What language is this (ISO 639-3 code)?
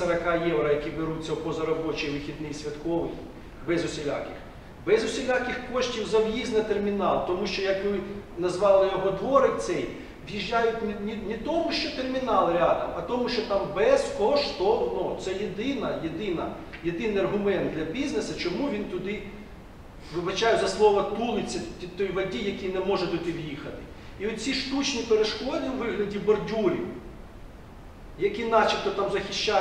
ukr